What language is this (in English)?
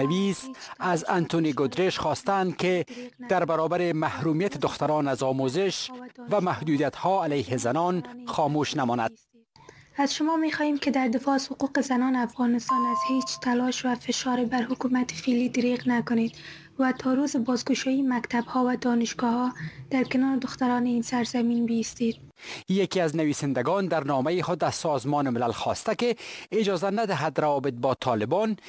Persian